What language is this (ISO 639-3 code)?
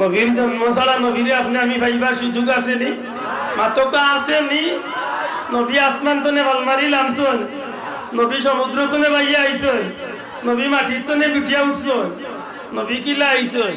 syl